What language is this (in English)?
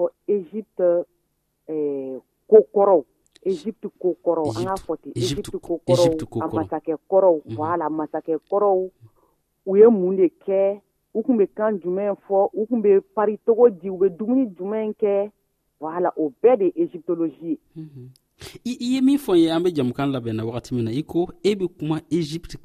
Dyula